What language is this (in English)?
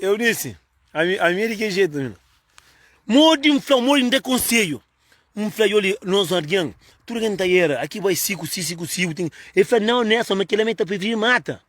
Kabuverdianu